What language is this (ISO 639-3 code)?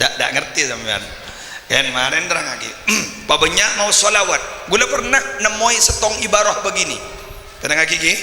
mad